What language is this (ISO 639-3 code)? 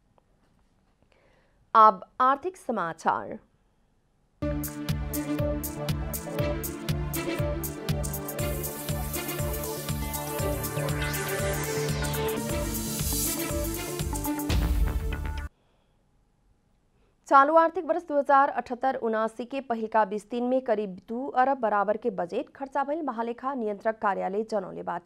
bho